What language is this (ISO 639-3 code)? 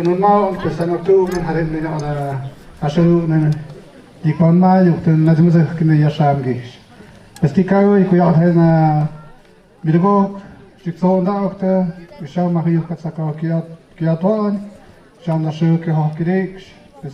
mxp